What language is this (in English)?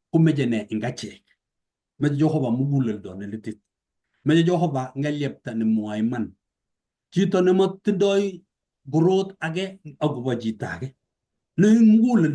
Kalenjin